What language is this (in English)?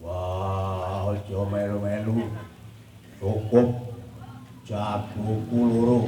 Javanese